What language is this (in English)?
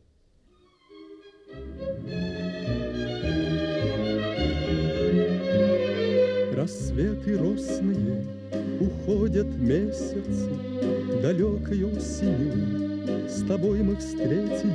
Russian